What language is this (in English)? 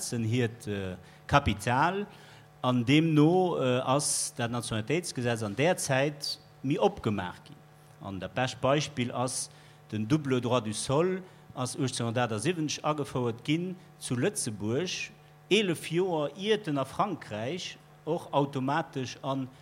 Luxembourgish